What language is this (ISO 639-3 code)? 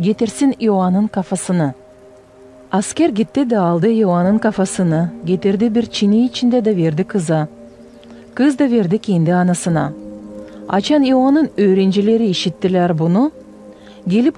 gag